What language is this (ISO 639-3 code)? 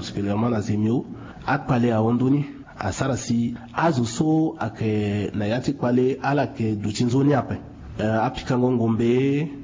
sag